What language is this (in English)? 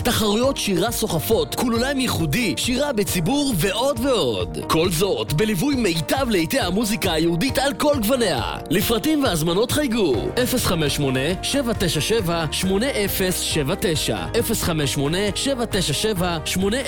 Hebrew